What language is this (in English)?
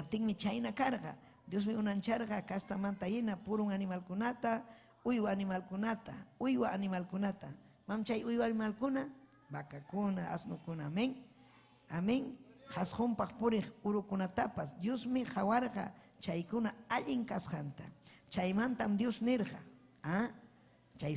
Ayacucho Quechua